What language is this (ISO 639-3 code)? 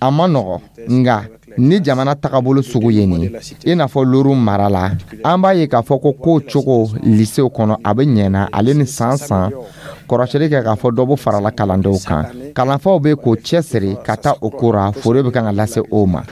dyu